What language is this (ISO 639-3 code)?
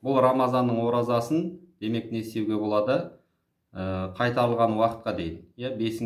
kaz